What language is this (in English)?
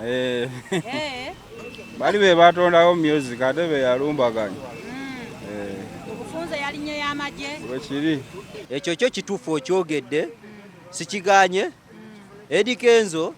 Ganda